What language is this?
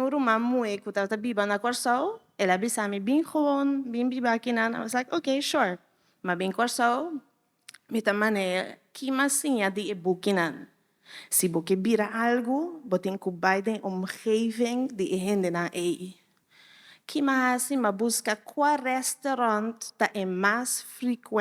Papiamento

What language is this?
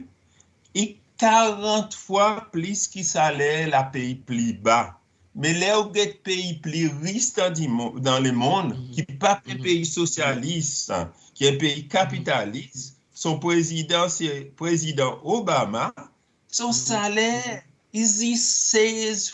Seselwa Creole French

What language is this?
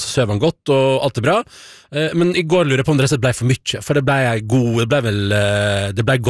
Norwegian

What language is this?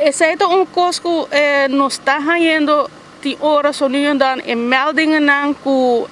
Papiamento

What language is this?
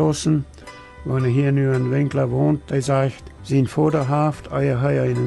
Plautdietsch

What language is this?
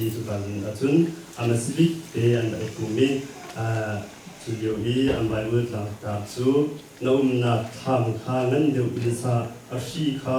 Hakha Chin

